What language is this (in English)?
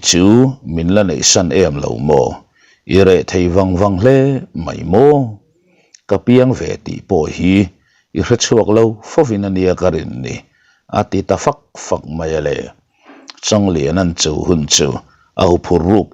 Mizo